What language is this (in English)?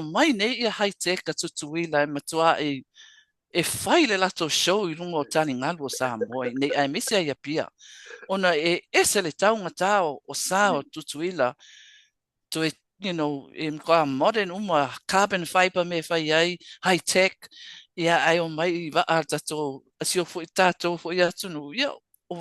Samoan